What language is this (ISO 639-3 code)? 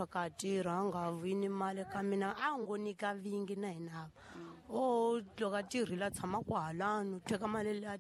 tso